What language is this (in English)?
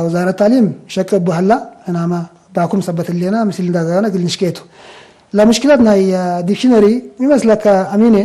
Tigre